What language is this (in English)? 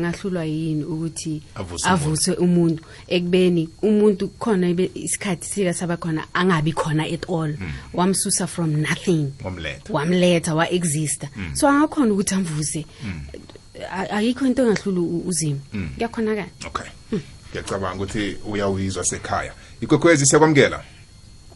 South Ndebele